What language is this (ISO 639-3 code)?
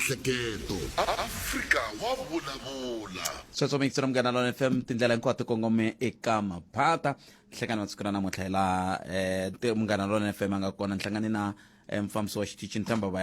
tso